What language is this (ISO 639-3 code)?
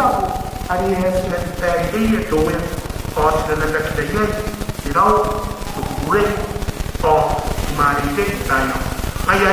gil